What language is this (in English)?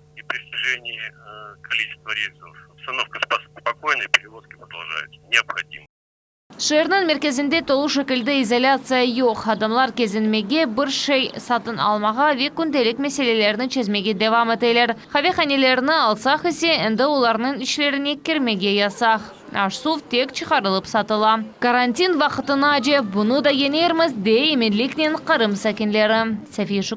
Crimean Tatar